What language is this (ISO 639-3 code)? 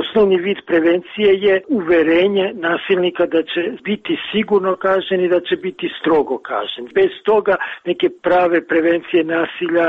srp